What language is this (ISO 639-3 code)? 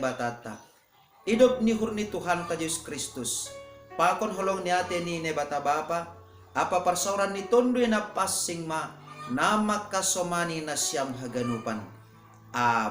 bts